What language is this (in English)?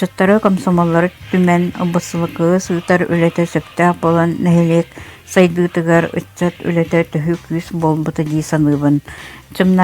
Yakut